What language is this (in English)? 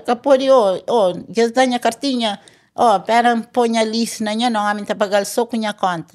Kabuverdianu